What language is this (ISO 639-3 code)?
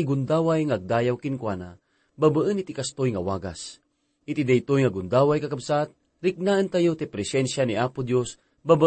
ilo